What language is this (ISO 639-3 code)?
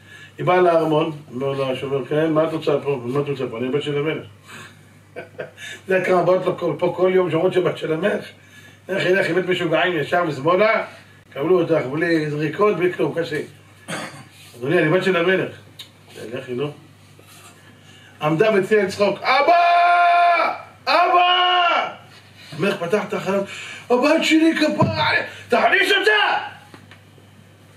heb